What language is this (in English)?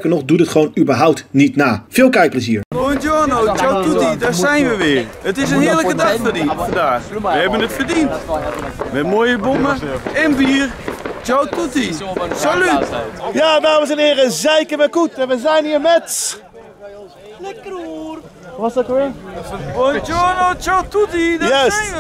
Dutch